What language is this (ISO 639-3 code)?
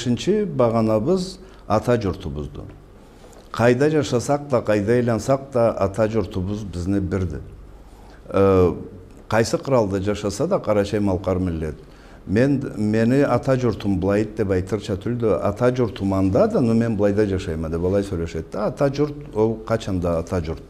krc